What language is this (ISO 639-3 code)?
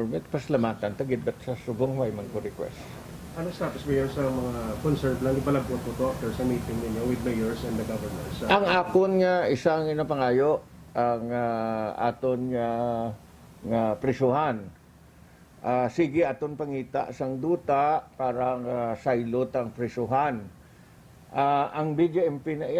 hil